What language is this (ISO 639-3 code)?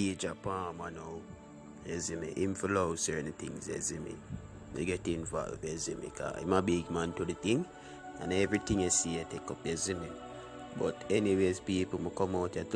jam